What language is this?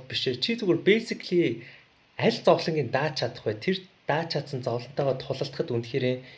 Mongolian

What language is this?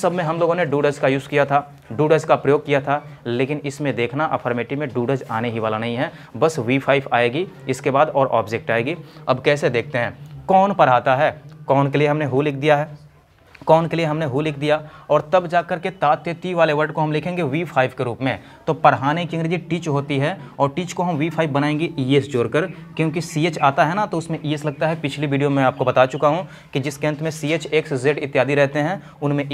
Hindi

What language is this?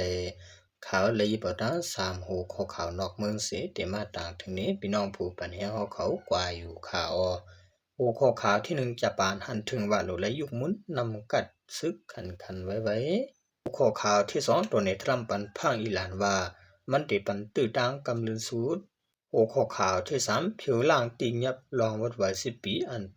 Shan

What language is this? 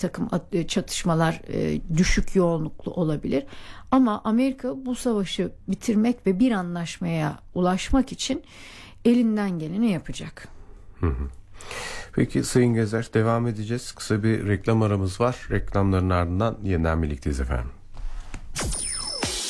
Turkish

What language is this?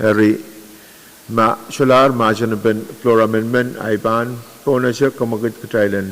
Pohnpeian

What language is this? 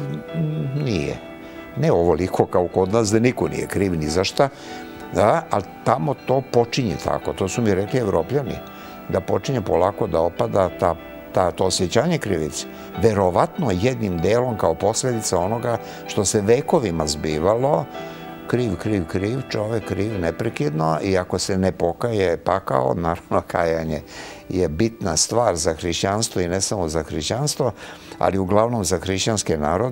Serbian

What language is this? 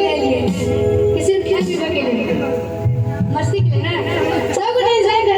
Maithili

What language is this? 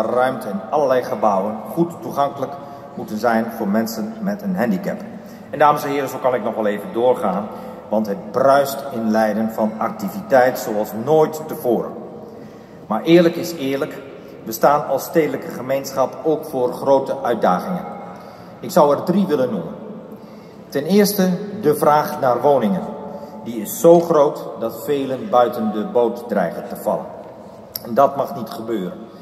Dutch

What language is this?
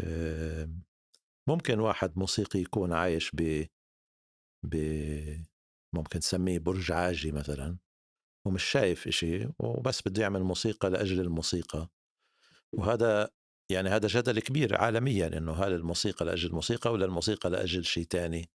North Levantine Arabic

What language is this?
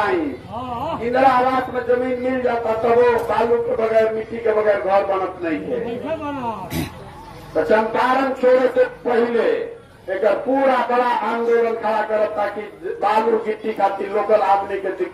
Bhojpuri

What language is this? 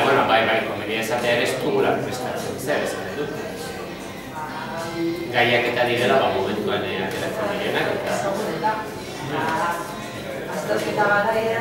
Basque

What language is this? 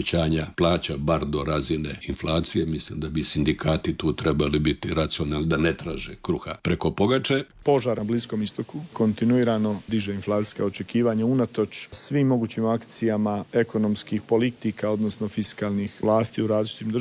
Croatian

